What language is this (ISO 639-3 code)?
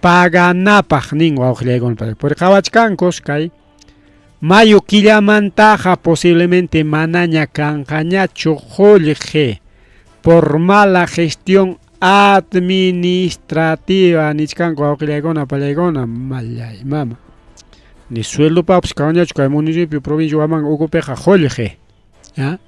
quy